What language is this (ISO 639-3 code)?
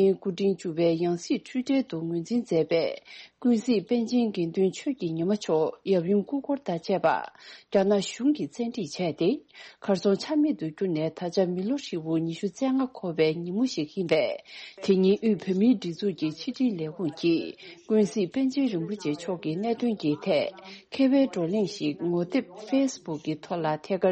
bod